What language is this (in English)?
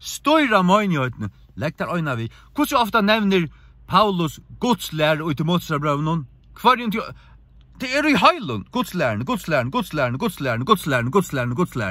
Faroese